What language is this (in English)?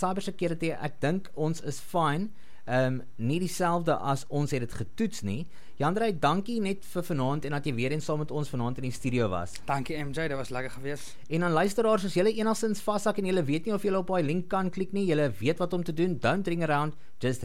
Afrikaans